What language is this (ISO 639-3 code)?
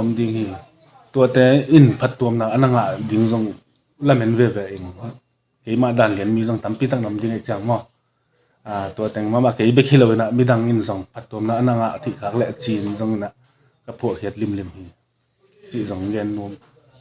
ctd